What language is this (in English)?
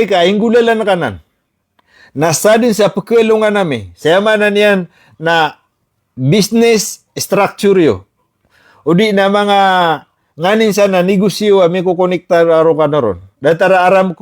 Maranao